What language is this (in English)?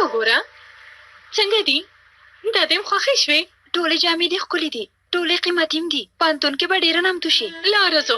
Pashto